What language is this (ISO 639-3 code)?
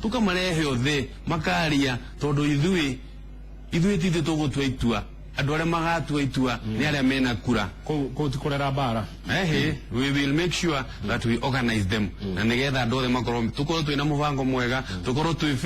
kik